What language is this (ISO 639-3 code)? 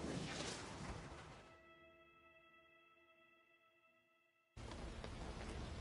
eng